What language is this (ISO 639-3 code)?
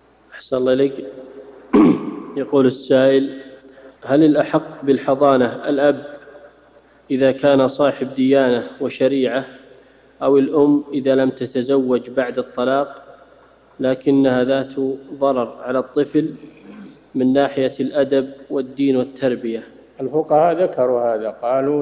ara